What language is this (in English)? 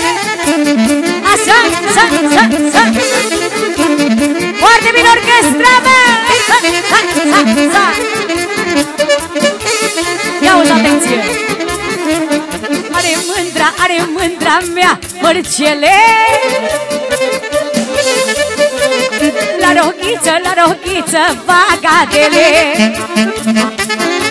Romanian